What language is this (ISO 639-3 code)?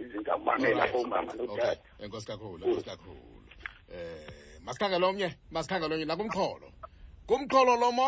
xho